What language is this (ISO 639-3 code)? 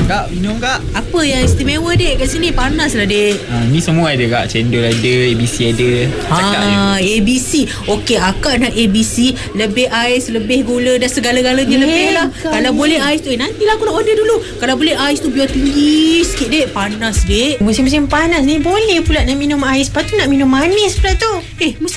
msa